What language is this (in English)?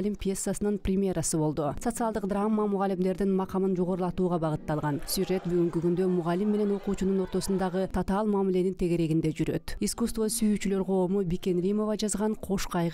Kyrgyz